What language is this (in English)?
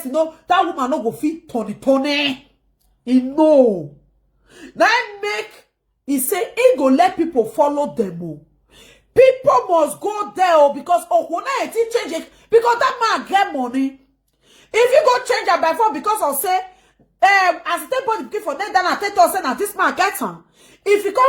Nigerian Pidgin